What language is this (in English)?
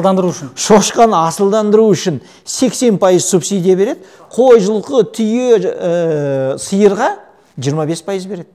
Kazakh